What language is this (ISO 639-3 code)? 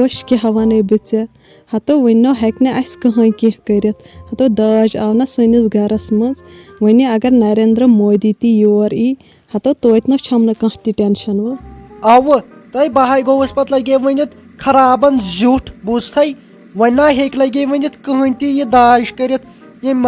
kas